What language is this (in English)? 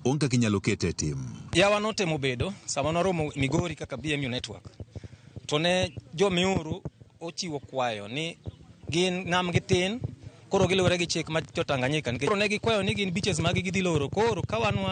Luo (Kenya and Tanzania)